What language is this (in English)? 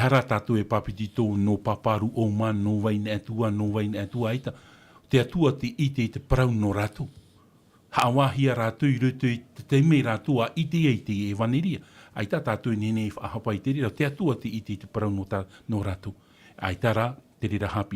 Tahitian